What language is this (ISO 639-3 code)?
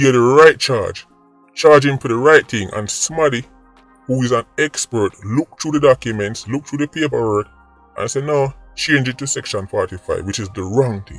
jam